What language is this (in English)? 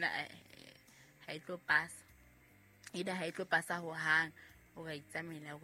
Southern Sotho